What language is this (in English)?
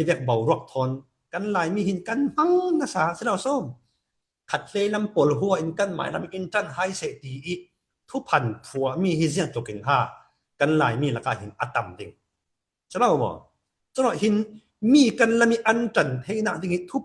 Falam Chin